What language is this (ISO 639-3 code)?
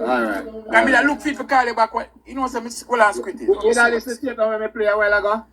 jam